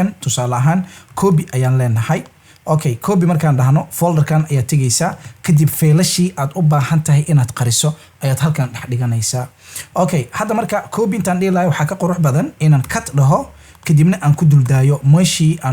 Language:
Somali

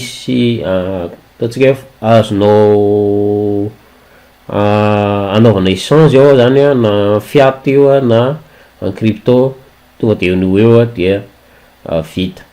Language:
Malagasy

